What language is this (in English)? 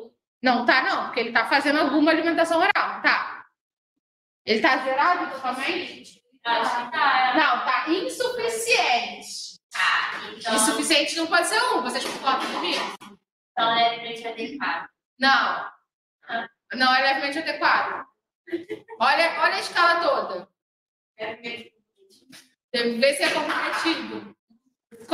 Portuguese